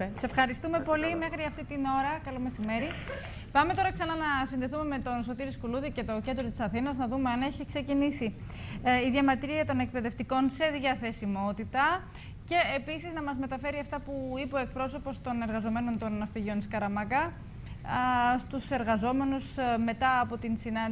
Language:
Greek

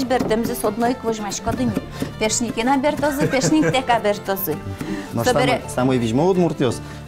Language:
Udmurt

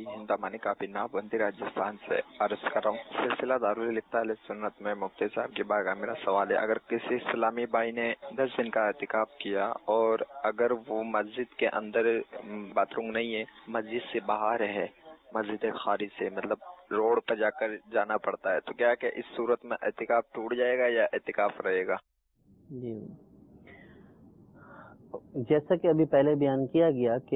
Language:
Urdu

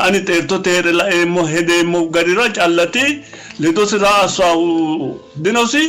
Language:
Sidamo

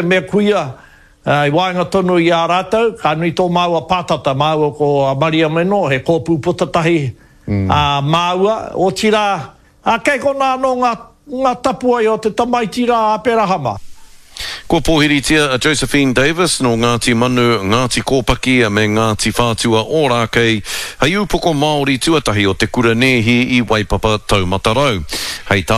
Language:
Māori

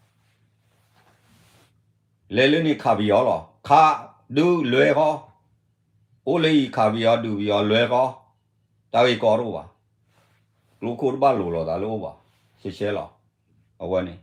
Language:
S'gaw Karen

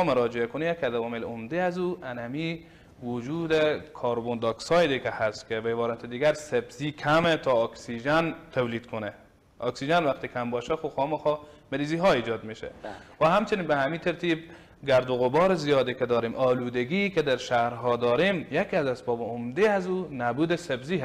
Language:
Persian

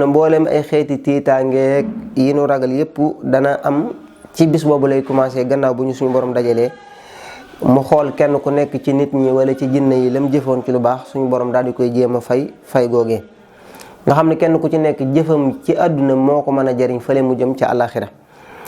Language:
Wolof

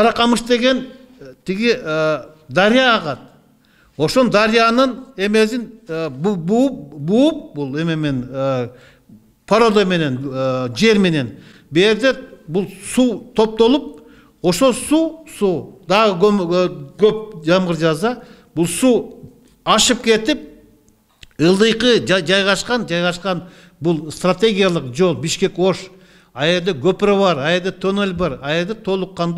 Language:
Kyrgyz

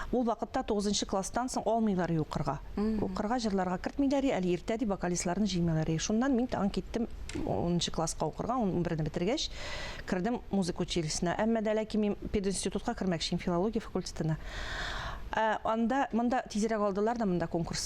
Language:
Tatar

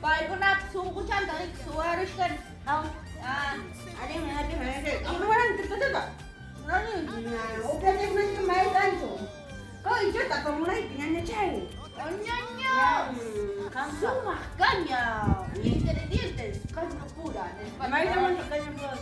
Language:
Ayacucho Quechua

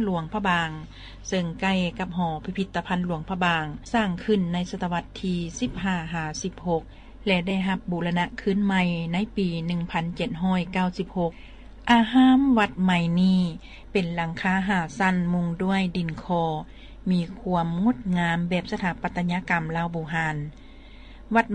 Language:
Lao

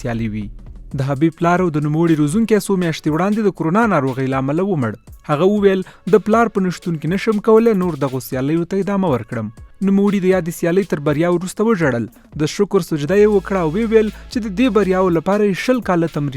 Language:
Pashto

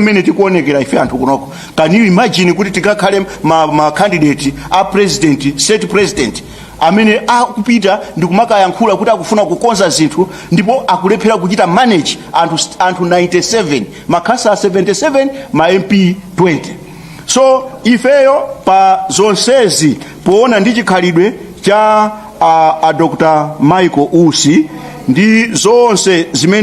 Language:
Nyanja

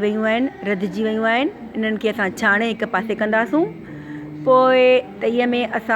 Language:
Sindhi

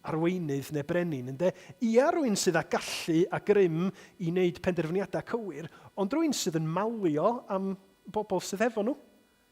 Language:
Welsh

